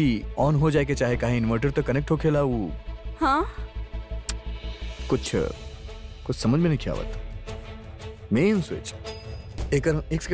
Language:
Bhojpuri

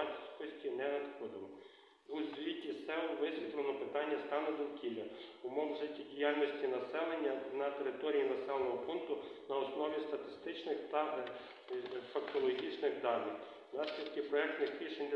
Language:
Ukrainian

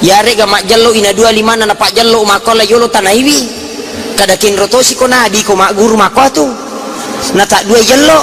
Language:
Buginese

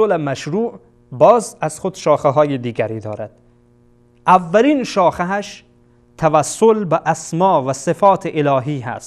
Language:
Persian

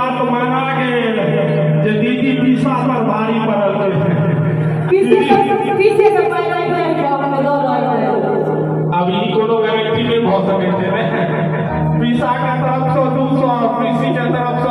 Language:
Maithili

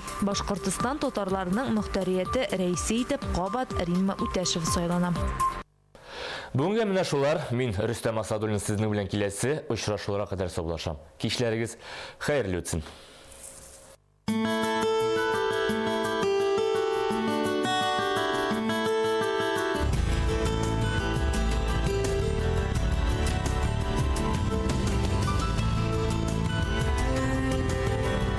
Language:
Tatar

